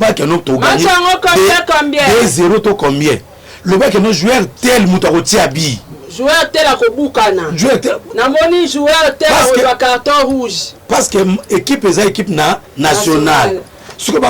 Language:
Lingala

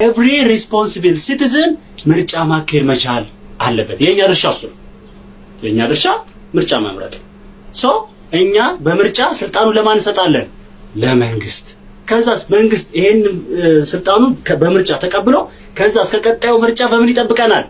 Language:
Amharic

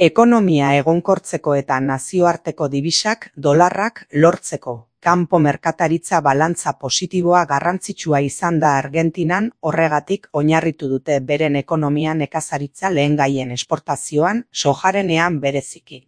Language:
Basque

